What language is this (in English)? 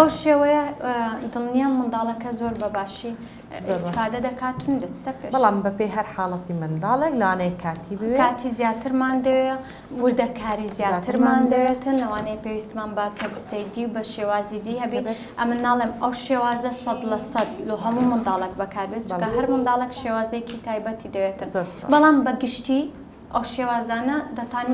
Central Kurdish